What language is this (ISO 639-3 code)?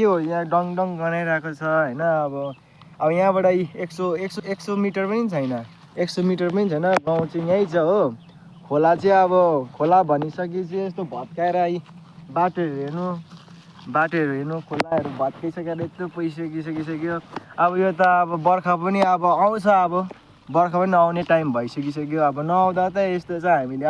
nep